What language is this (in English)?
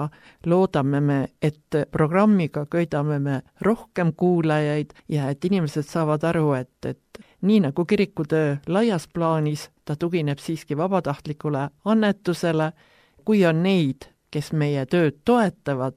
Estonian